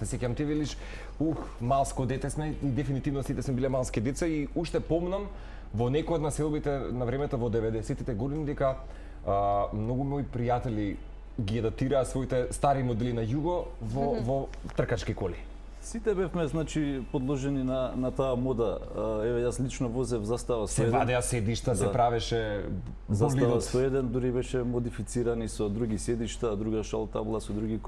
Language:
Macedonian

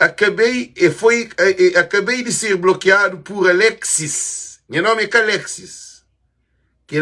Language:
Kabuverdianu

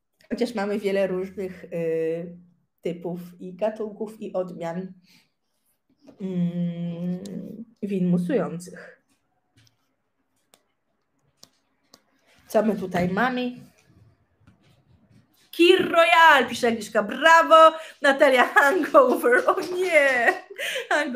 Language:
Polish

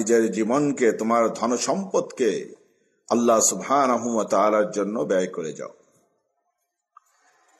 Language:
Bangla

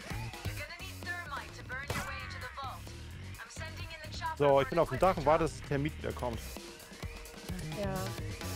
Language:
German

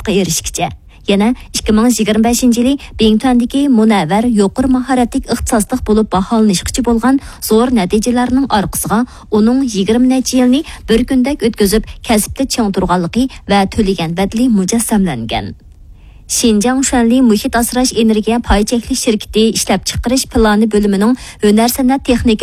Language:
Uyghur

